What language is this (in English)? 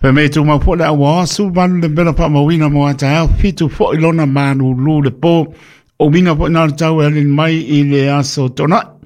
Samoan